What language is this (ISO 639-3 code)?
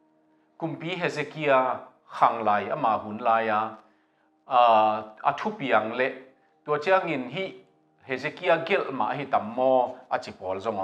ctd